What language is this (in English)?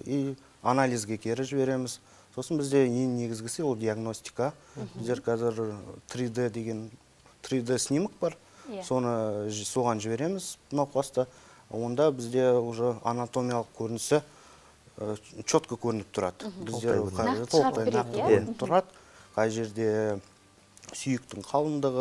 Kazakh